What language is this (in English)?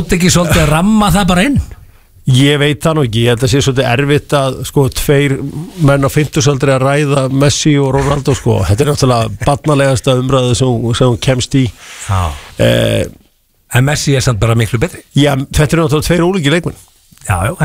Icelandic